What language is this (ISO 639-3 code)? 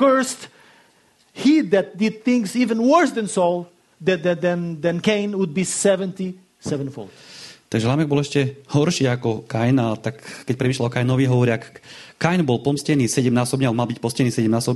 slk